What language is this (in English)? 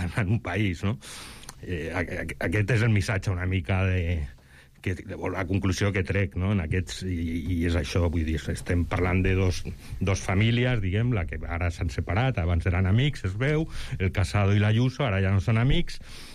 Catalan